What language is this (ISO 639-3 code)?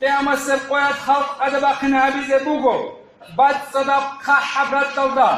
ava